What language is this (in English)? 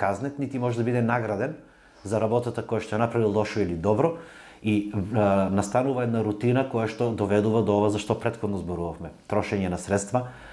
Macedonian